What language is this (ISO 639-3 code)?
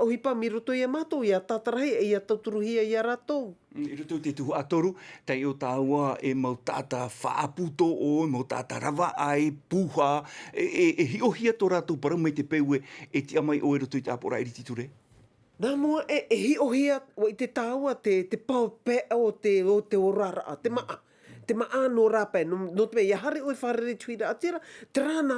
tah